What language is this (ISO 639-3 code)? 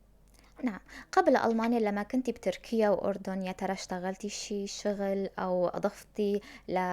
apc